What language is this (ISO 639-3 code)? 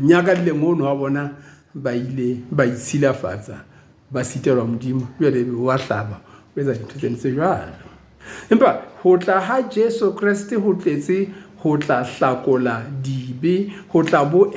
sot